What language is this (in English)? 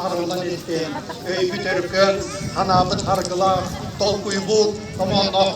Yakut